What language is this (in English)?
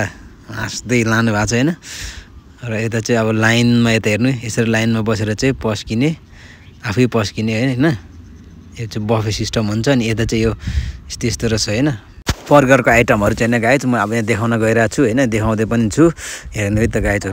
Nepali